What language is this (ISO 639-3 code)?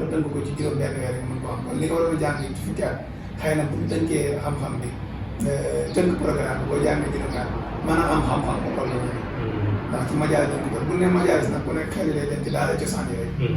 wol